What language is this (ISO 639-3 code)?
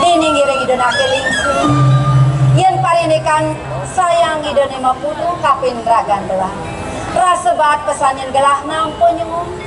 ban